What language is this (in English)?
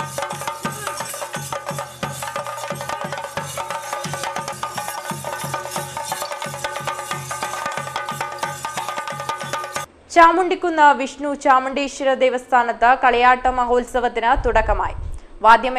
Malayalam